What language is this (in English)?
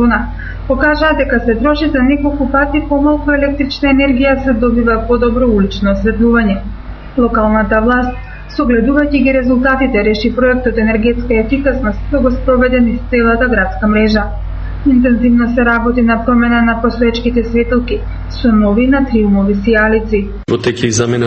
Macedonian